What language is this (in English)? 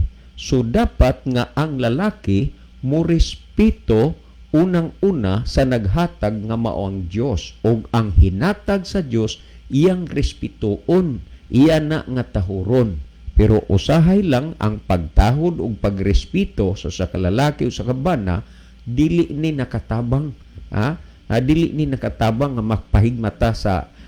Cebuano